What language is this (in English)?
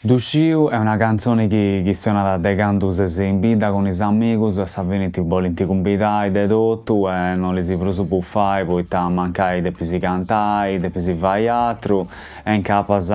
Sardinian